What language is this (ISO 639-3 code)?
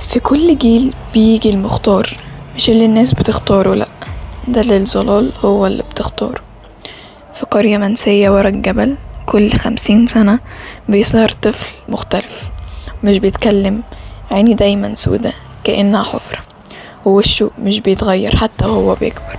arz